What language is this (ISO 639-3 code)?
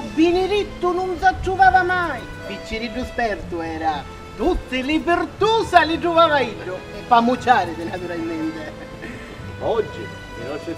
scn